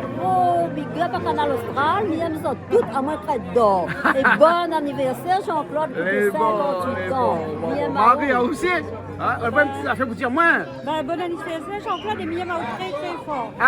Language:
Réunion Creole French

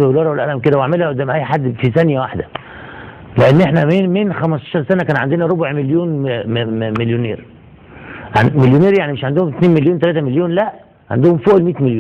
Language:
Egyptian Arabic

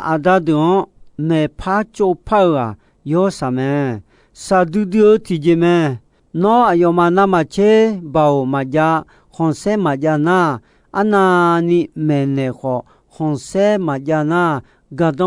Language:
Akha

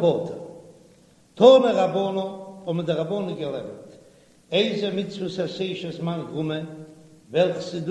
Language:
Yiddish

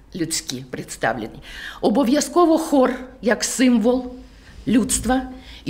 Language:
Ukrainian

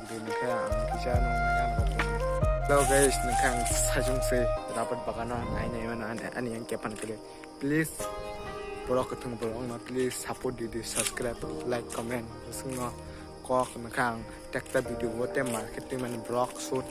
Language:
Kok Borok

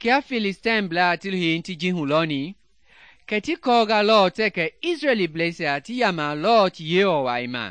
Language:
Mende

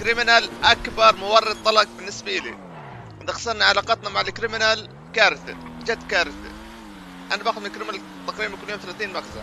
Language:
North Levantine Arabic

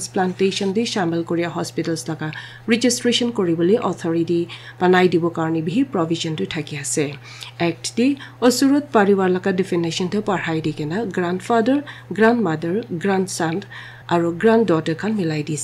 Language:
Naga Pidgin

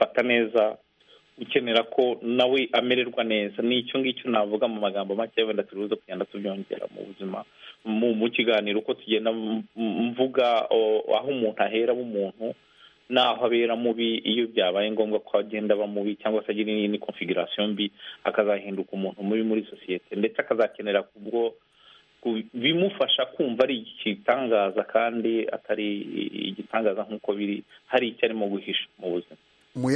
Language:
Kinyarwanda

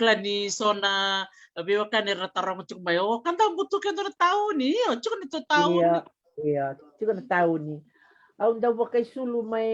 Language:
Fijian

